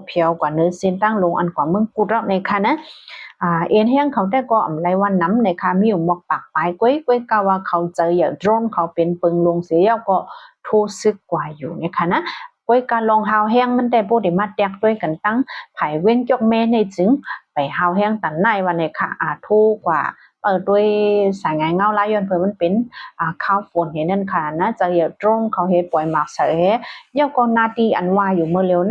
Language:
Shan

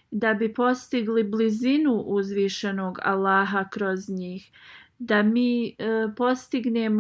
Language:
Bosnian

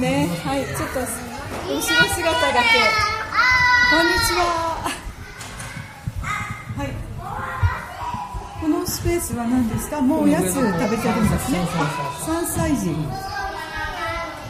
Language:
Japanese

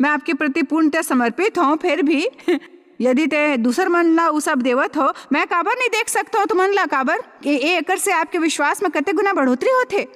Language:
Chhattisgarhi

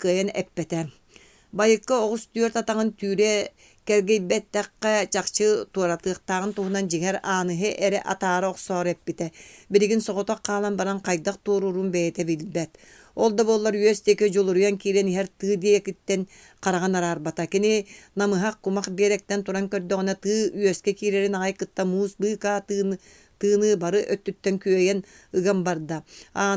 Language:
Yakut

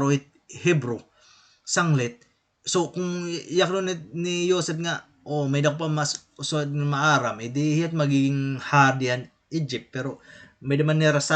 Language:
Waray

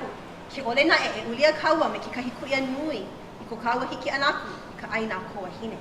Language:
Hawaiian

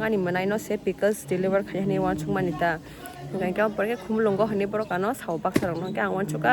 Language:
Kok Borok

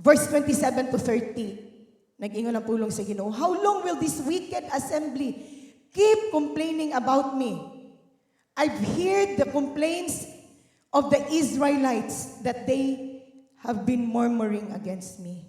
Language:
Cebuano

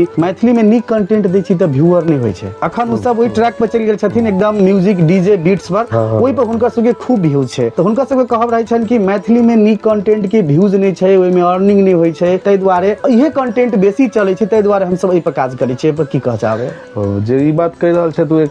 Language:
Maithili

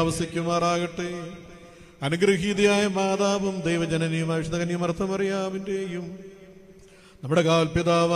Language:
Malayalam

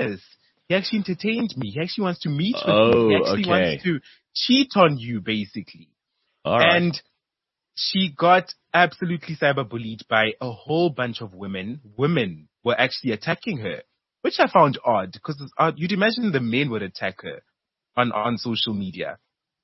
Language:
English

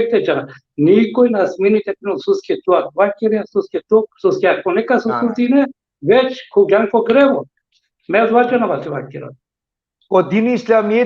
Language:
Balkan Romani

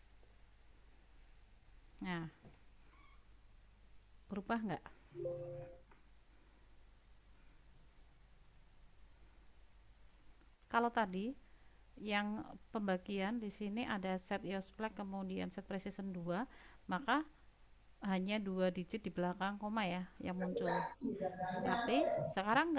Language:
Indonesian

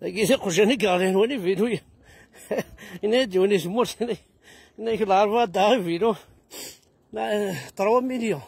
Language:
Kabyle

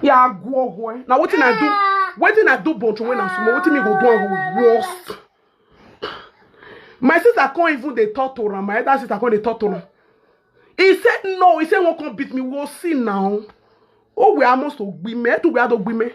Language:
Nigerian Pidgin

